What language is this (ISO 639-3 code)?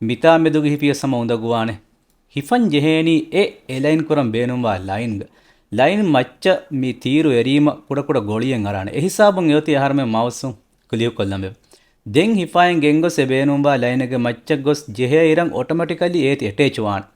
div